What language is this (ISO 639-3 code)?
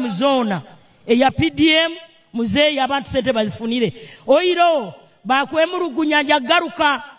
nyn